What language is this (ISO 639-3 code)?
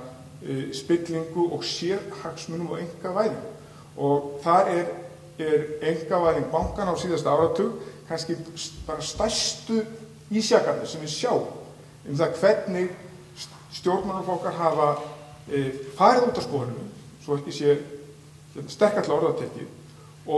isl